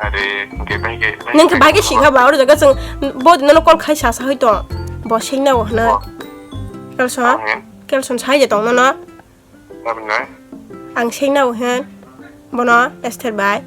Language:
Kok Borok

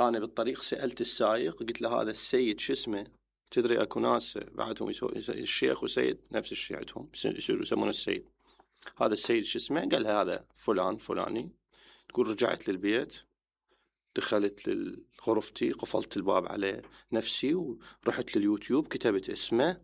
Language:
Mesopotamian Arabic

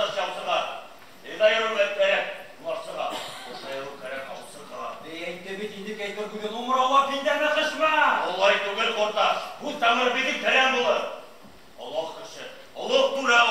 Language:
Bashkir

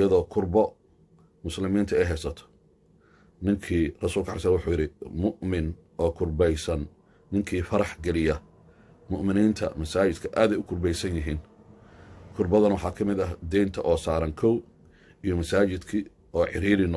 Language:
Somali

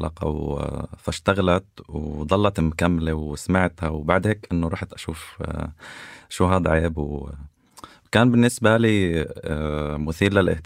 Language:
North Levantine Arabic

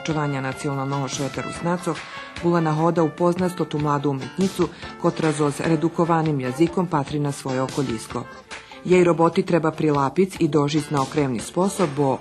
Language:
Rusyn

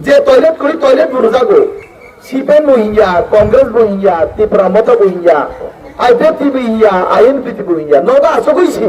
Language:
Kok Borok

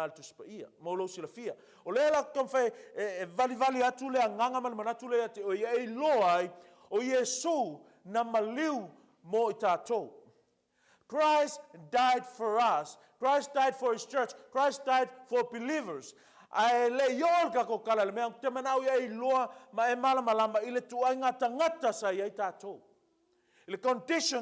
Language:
Samoan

